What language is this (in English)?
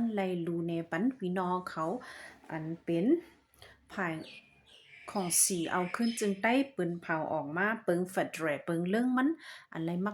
Shan